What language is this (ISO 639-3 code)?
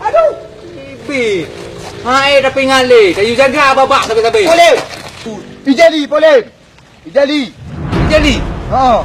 ace